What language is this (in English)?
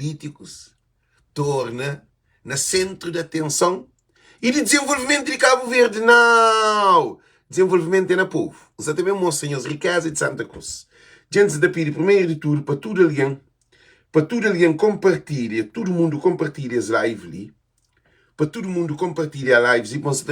Kabuverdianu